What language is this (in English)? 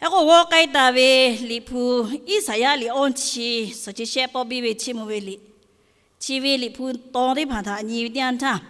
Lahu